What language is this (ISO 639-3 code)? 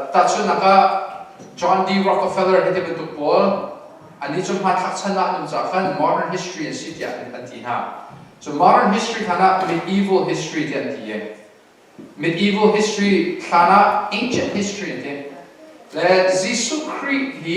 cnh